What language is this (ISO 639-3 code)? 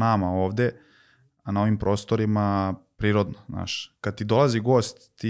srp